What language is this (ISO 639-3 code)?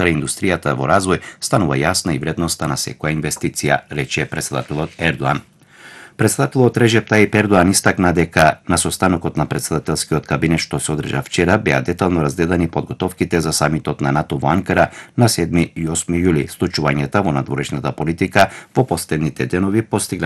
mkd